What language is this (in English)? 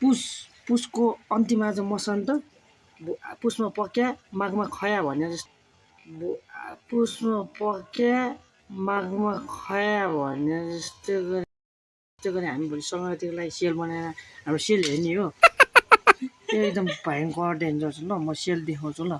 Nepali